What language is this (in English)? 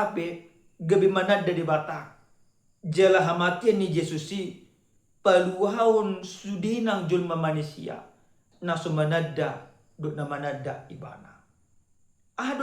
Batak Toba